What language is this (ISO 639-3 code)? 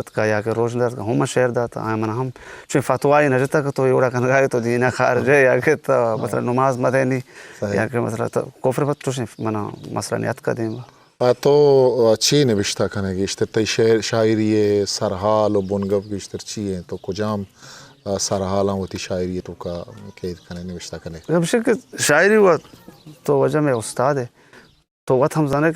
bgp